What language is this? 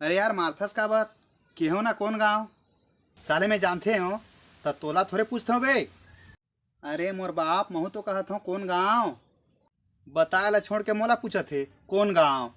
Chhattisgarhi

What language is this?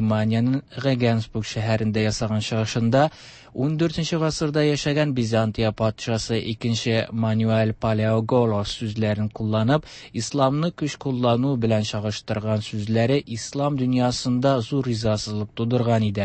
Tatar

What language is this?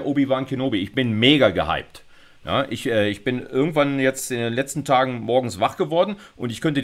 German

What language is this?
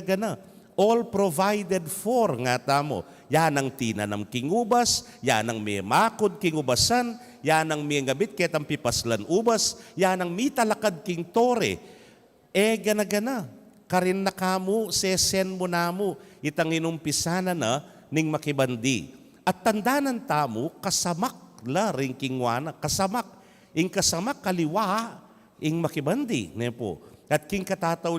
Pampanga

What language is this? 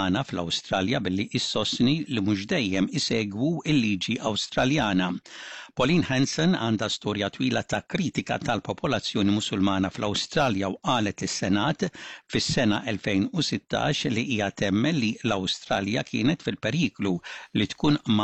Maltese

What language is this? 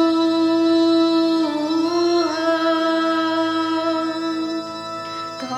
Batak Karo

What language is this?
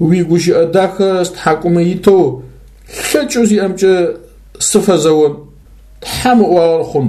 Adyghe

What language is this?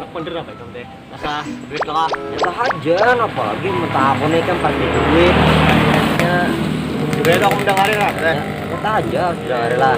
Banjar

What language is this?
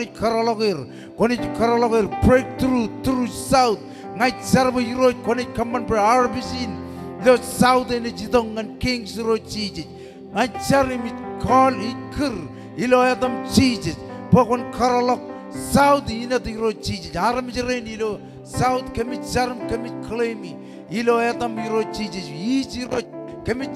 Marshallese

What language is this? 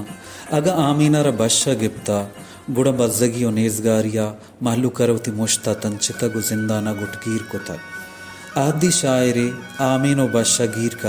Baluchi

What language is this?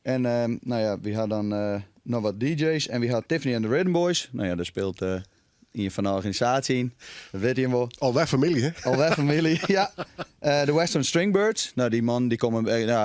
Western Frisian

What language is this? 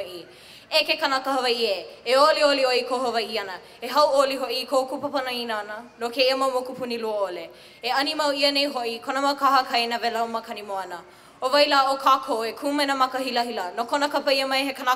Hawaiian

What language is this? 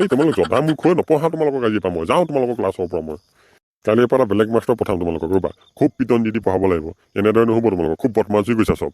Assamese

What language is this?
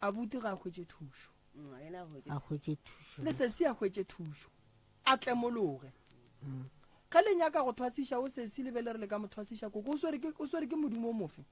Northern Sotho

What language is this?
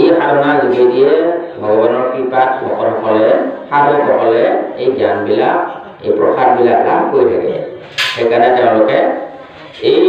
Assamese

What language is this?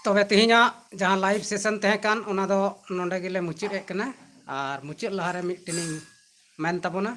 Santali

